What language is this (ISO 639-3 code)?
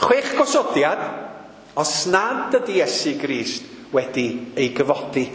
cym